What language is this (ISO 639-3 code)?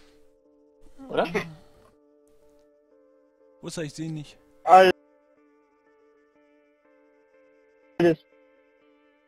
deu